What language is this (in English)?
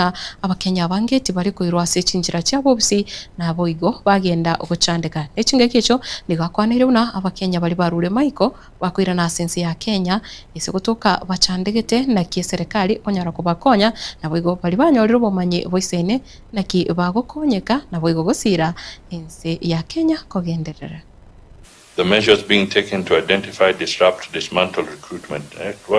Gusii